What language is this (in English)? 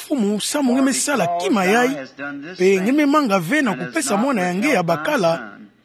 Kituba (Democratic Republic of Congo)